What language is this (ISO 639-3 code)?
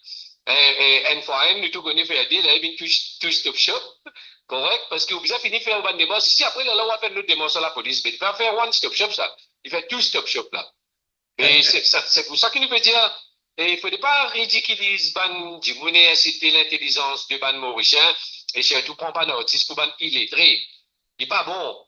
mfe